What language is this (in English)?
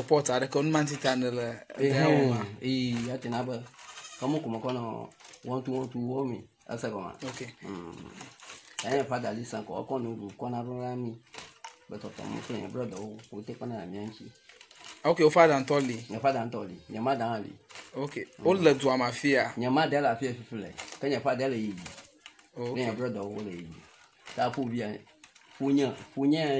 Ewe